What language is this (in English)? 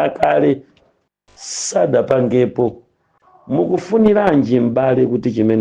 Nyanja